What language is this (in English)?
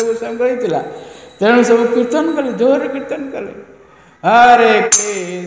Odia